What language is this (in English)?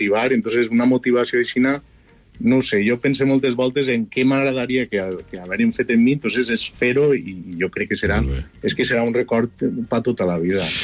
Catalan